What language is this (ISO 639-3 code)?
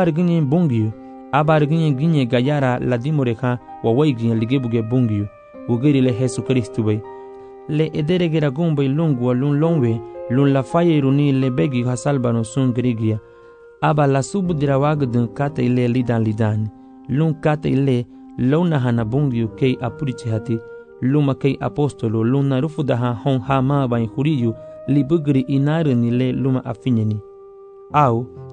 cab